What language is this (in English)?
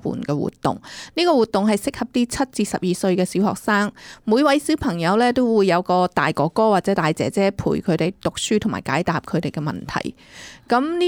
Cantonese